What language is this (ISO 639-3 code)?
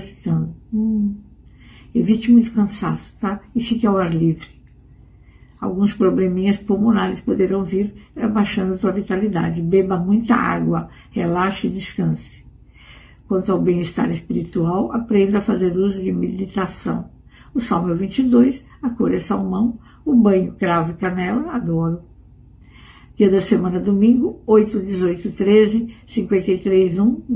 por